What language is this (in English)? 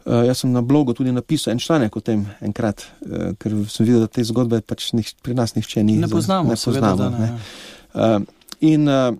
Slovenian